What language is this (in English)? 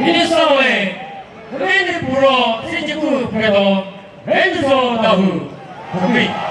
Chokri Naga